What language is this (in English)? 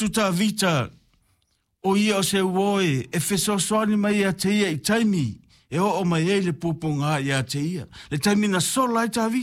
Samoan